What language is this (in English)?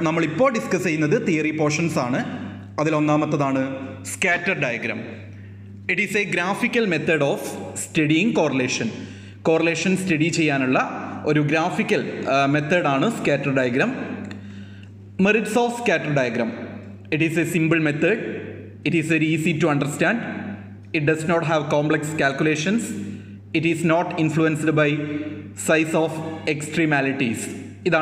Malayalam